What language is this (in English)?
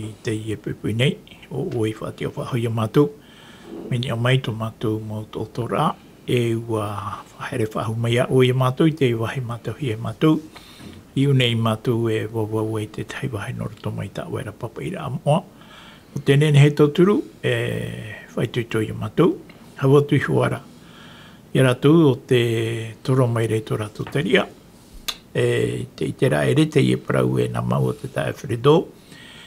Tahitian